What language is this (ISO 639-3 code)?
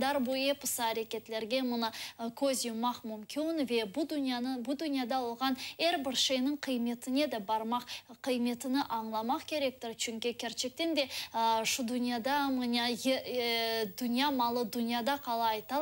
crh